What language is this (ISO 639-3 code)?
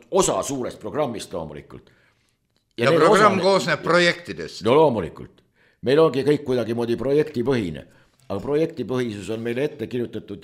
est